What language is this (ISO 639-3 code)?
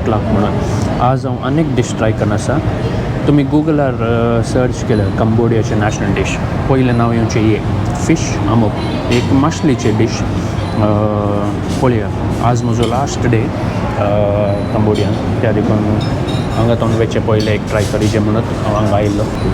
kok